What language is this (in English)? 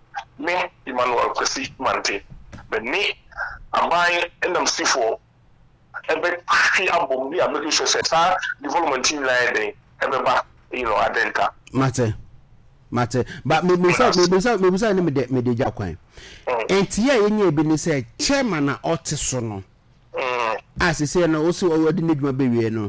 Akan